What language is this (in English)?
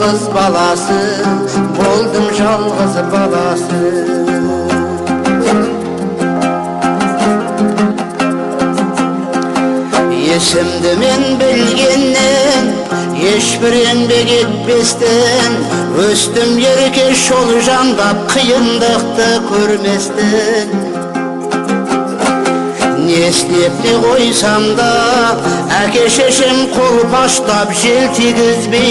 Kazakh